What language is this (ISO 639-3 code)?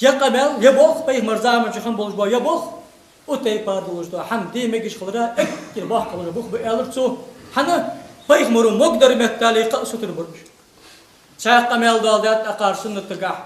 inh